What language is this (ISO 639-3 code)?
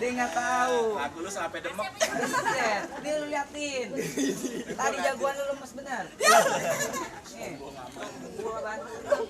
bew